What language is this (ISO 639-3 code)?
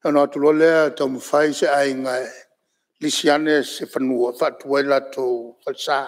smo